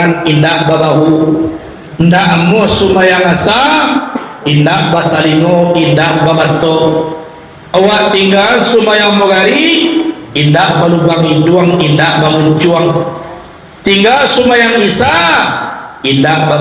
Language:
Minangkabau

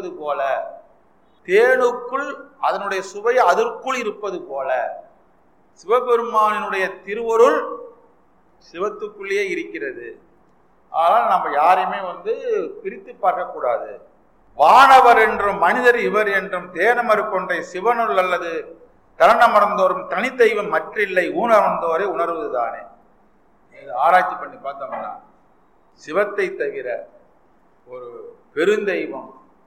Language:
Tamil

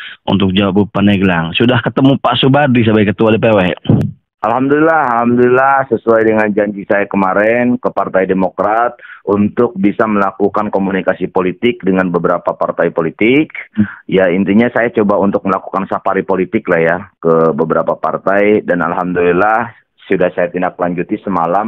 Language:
Indonesian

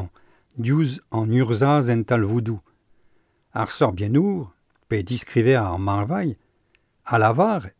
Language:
Breton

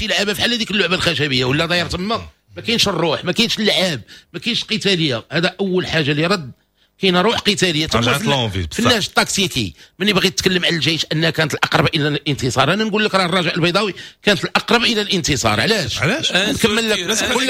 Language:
Moroccan Arabic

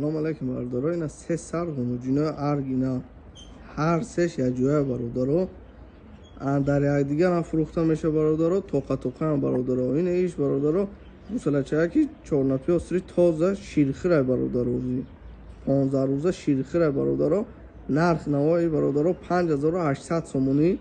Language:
Tajik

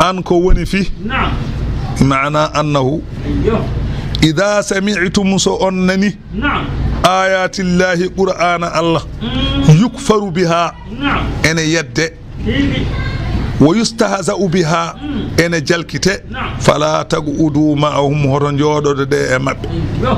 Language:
Fula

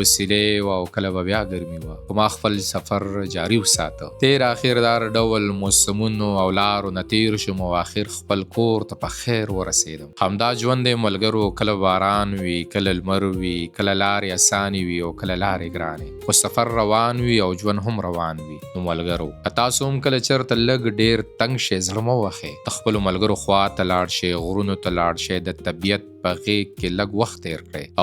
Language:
Pashto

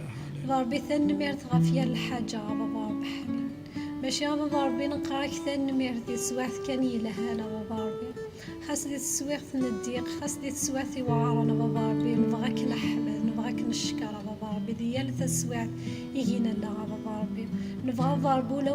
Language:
Kabyle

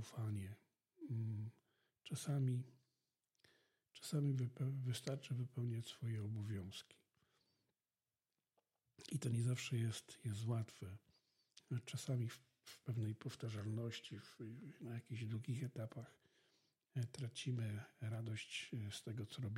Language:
Polish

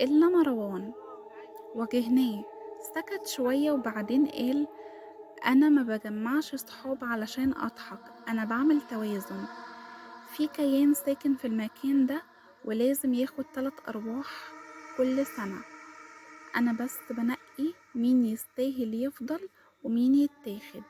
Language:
Egyptian Arabic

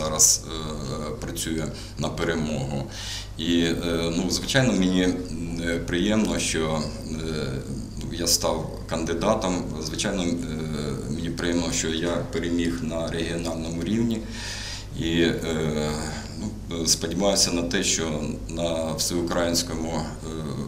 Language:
Ukrainian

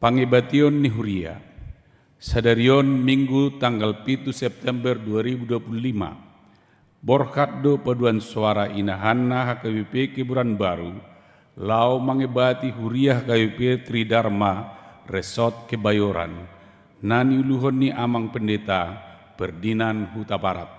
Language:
Batak Toba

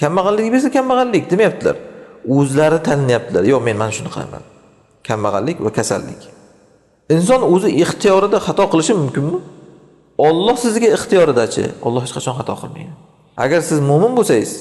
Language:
Uzbek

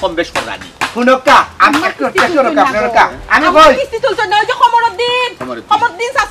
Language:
Sylheti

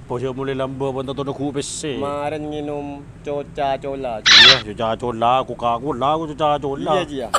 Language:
Madurese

